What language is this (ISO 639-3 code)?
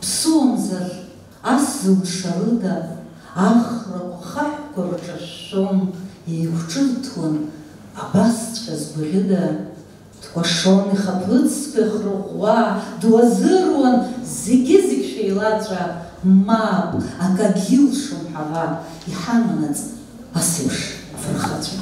abk